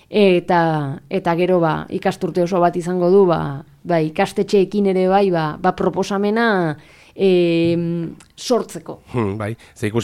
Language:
Basque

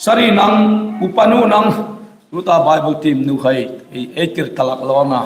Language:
Hmar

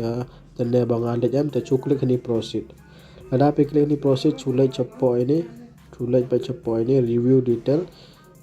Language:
Khasi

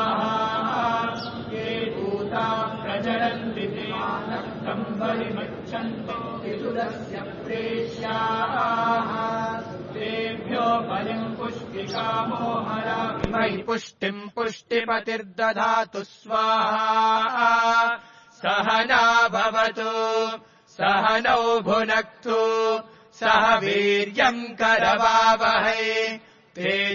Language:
Sanskrit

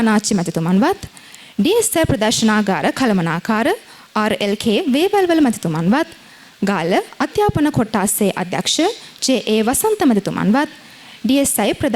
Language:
Sinhala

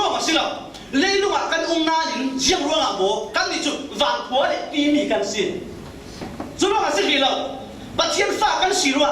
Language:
Falam Chin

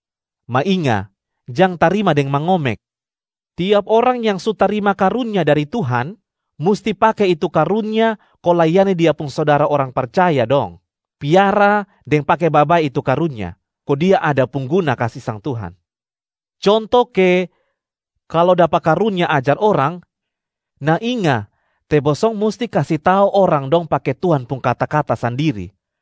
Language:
Kupang Malay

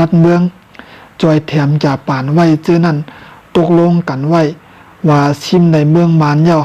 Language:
Shan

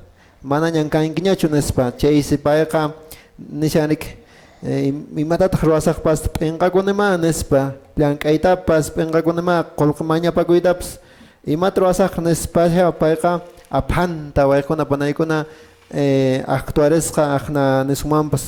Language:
Quechua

